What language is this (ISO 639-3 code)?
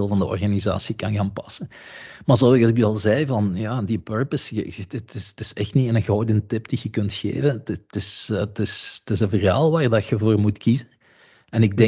nld